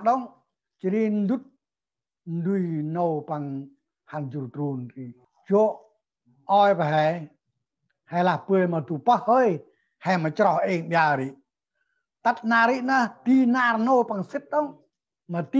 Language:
Central Mnong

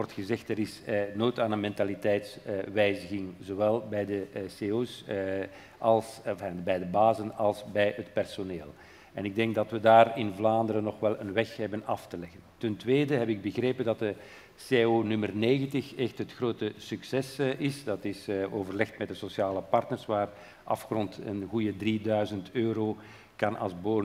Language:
Dutch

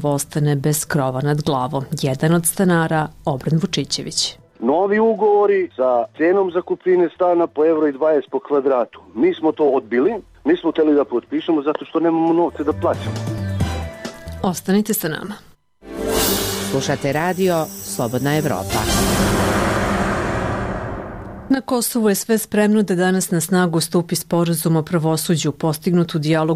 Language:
Serbian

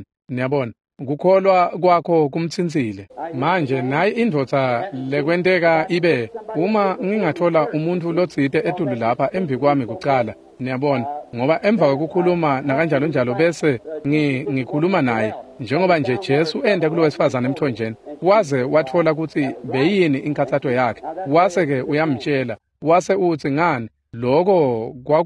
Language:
Swati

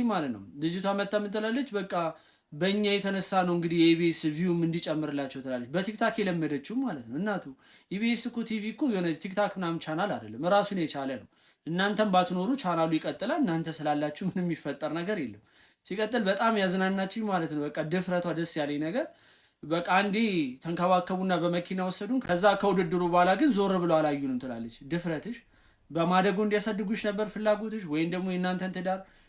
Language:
Amharic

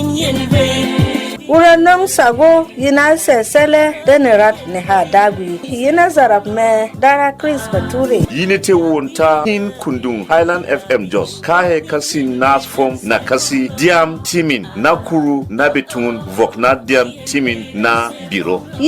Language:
Berom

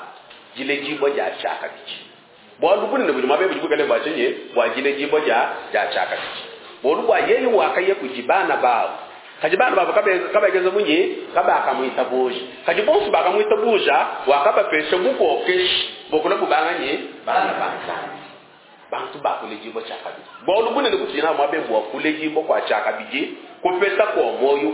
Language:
Luba-Lulua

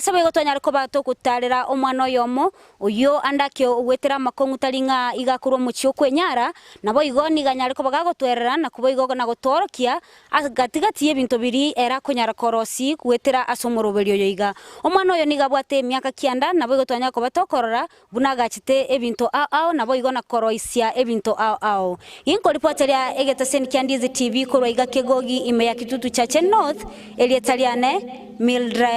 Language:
Gusii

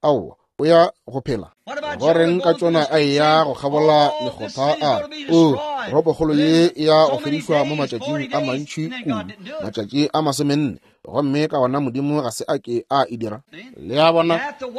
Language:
Northern Sotho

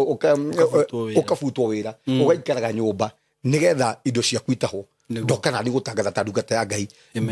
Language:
Kikuyu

